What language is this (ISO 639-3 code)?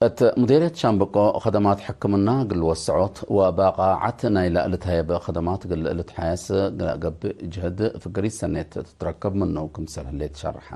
tig